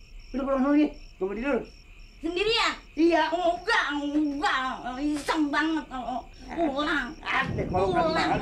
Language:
Betawi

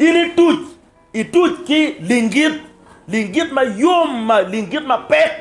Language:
Acoli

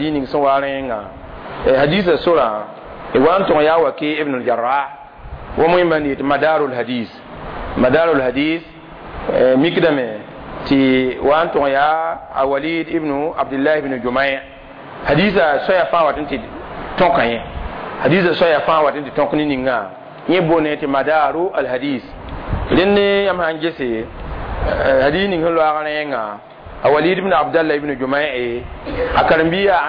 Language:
Mossi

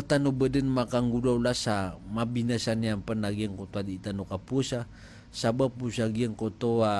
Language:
Maranao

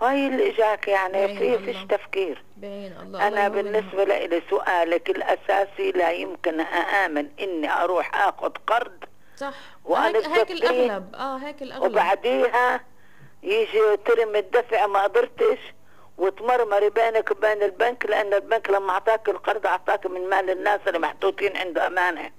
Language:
North Levantine Arabic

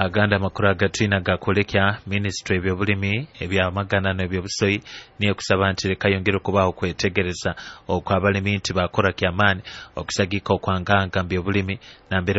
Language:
Nyoro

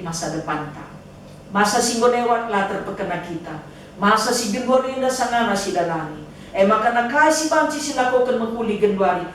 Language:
Batak Karo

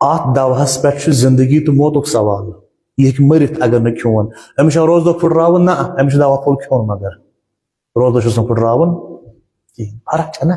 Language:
Kashmiri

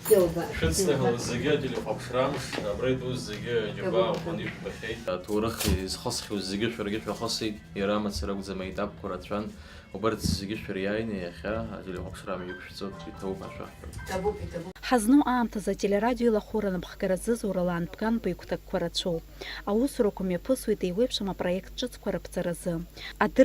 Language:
Abkhazian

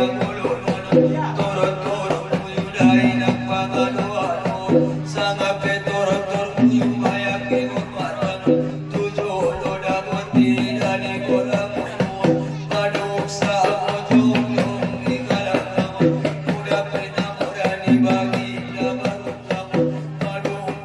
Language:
Batak Angkola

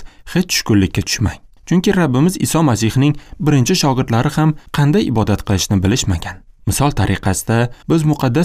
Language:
Uzbek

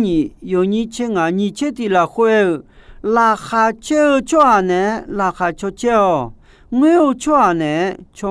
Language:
Akha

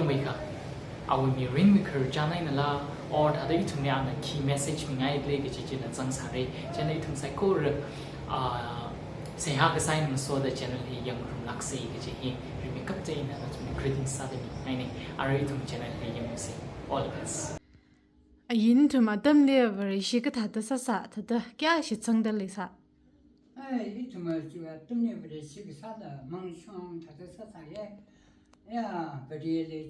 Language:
Tangkhul Naga (India)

